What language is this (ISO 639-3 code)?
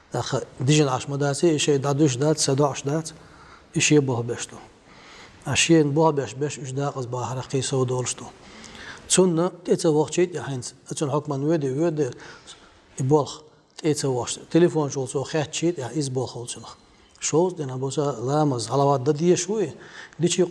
che